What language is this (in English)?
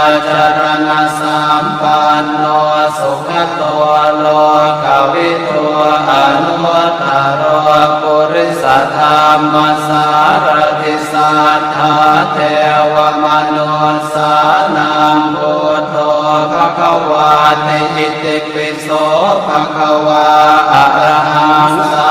Pali